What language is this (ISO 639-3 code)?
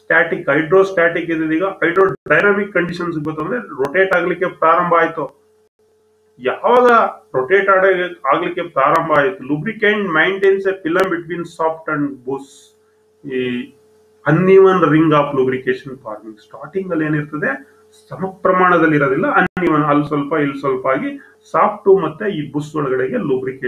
kan